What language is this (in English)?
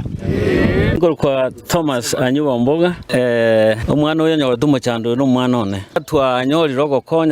Gusii